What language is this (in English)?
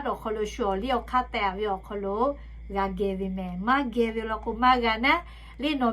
Lahu